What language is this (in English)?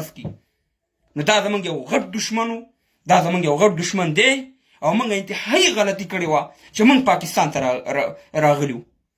Pashto